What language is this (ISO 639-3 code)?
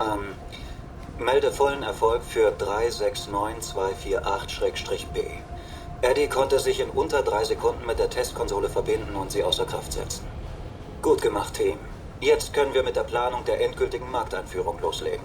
bar